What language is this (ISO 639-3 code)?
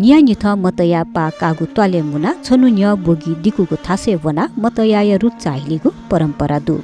new